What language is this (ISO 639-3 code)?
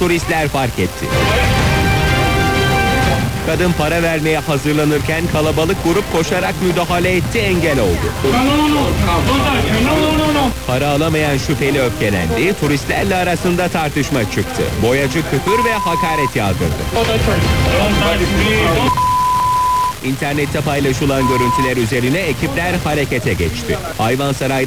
tur